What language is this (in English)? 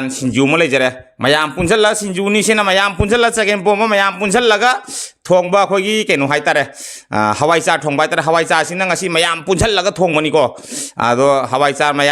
Manipuri